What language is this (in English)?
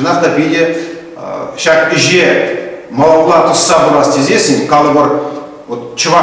Chuvash